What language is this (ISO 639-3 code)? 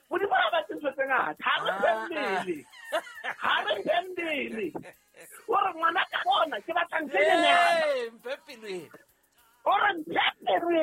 sot